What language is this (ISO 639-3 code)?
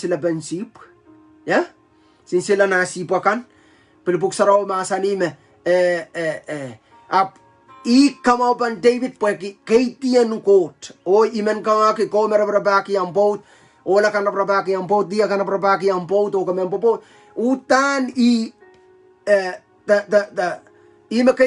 pon